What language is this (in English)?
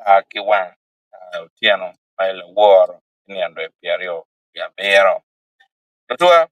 Acoli